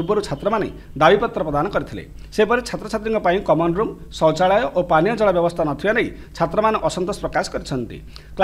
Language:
Odia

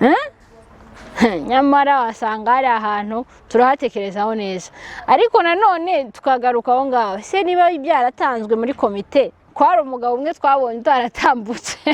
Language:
Kinyarwanda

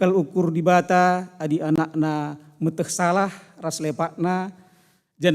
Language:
Batak Karo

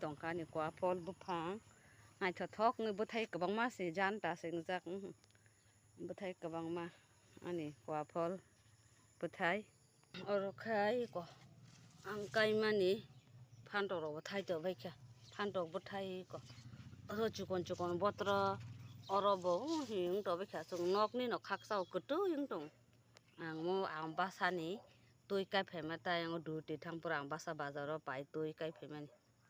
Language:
Kok Borok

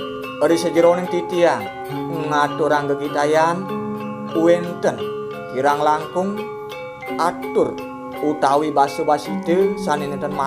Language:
Balinese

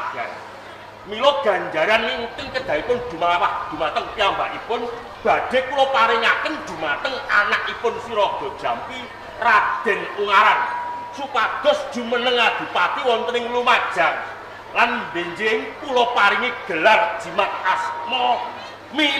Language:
Javanese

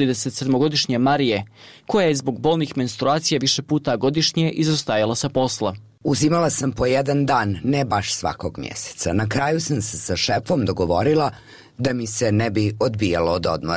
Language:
Bosnian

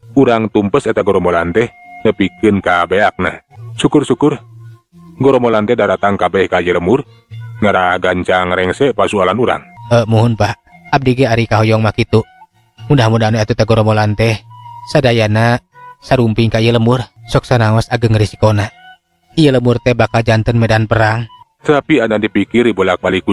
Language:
Sundanese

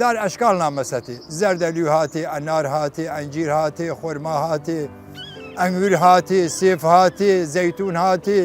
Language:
Southern Kurdish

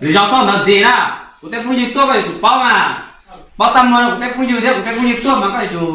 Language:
Hmong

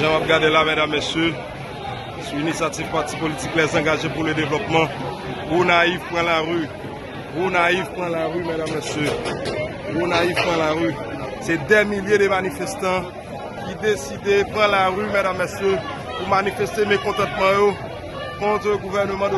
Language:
Haitian Creole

